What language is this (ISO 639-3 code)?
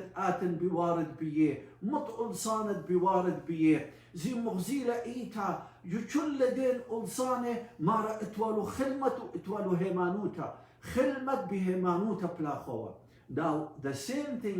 aii